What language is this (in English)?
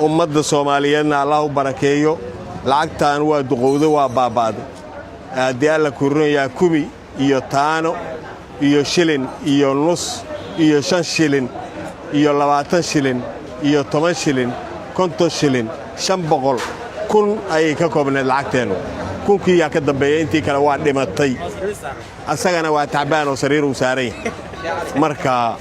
Somali